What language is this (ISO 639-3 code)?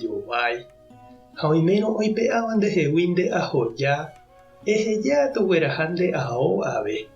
grn